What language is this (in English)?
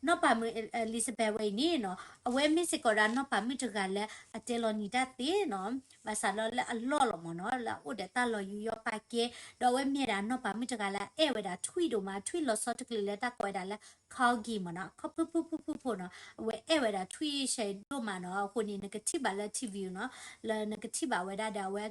S'gaw Karen